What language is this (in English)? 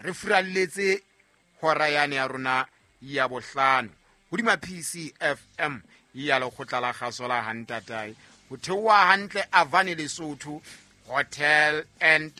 Southern Sotho